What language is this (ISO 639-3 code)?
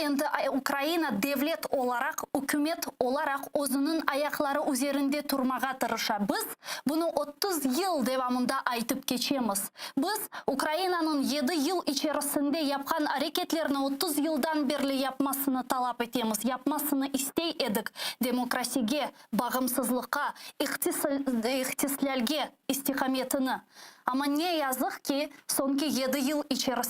crh